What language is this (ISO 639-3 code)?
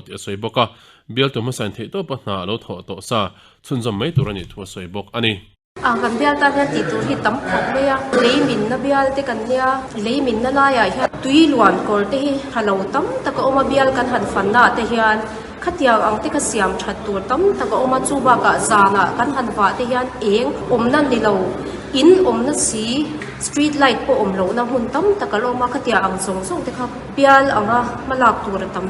lus